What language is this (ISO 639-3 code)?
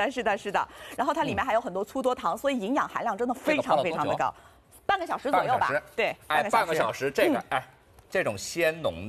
zho